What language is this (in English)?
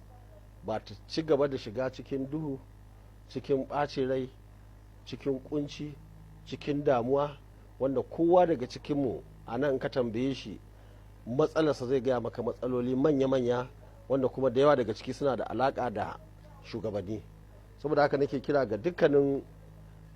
Hausa